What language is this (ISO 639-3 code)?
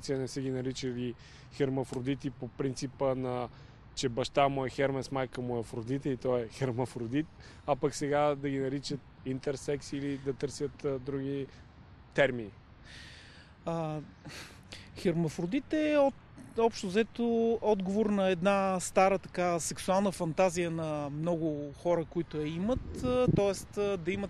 bul